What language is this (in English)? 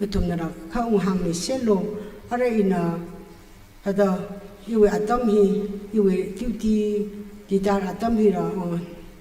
Tangkhul Naga (India)